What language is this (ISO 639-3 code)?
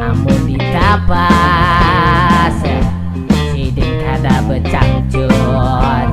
bjn